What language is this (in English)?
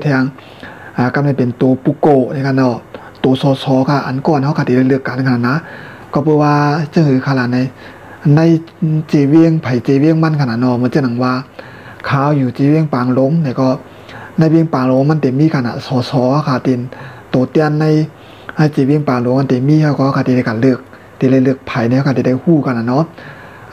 Shan